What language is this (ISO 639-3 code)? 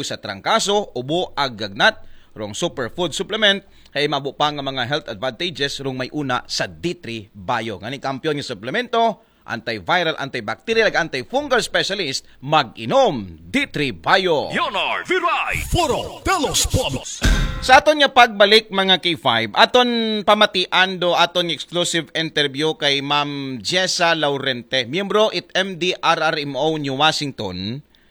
akl